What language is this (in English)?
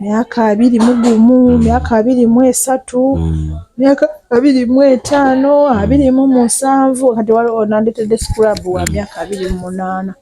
Ganda